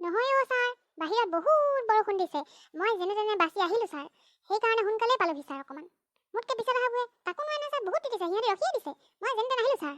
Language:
Assamese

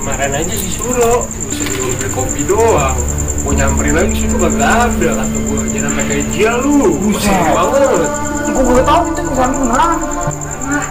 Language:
Betawi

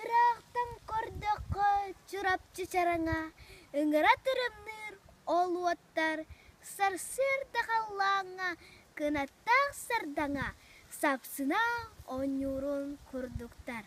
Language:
Yakut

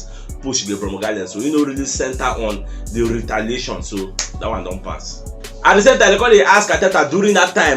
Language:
Nigerian Pidgin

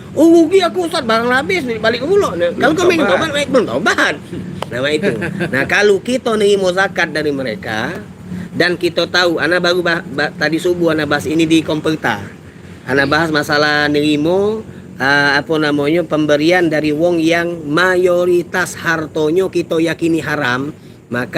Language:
Musi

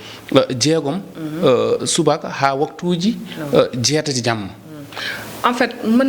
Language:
Fula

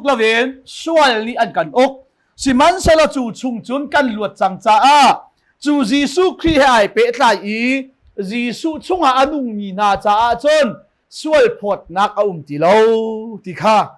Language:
Hakha Chin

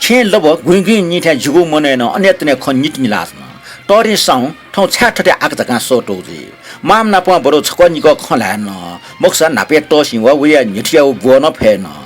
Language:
Newari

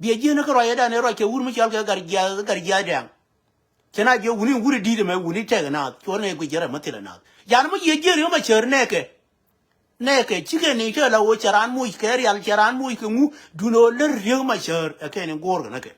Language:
Nuer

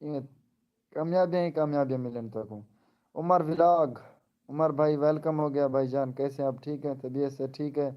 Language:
Saraiki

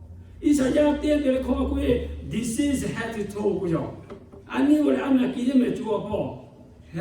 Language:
Lahu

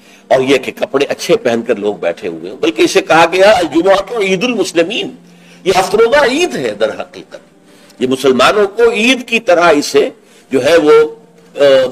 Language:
Urdu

